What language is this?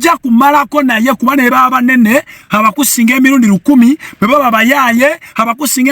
Ganda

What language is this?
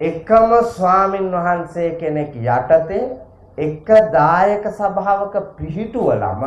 Sinhala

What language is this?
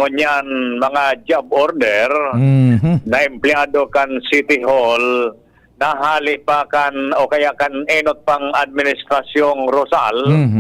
Bikol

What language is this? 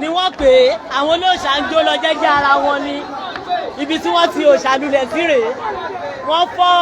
Yoruba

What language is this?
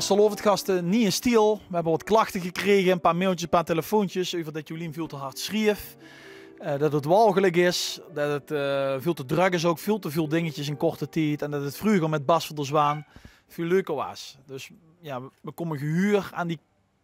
Limburgish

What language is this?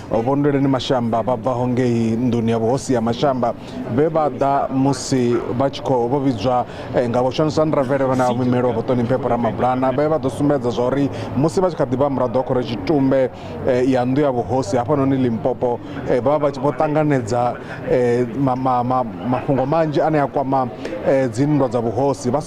Venda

